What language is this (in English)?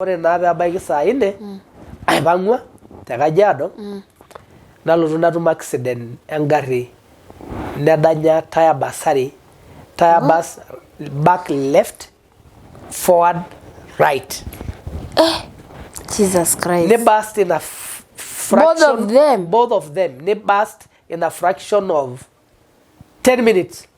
Masai